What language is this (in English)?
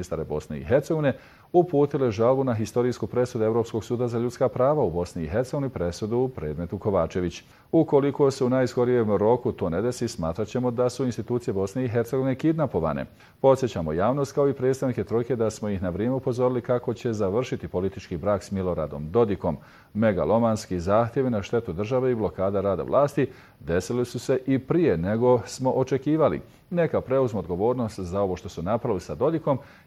Bosnian